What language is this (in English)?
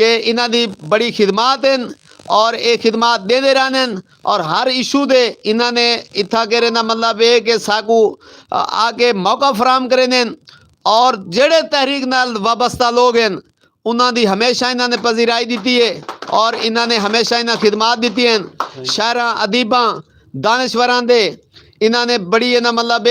Saraiki